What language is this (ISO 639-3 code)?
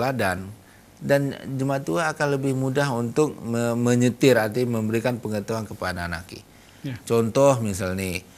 gay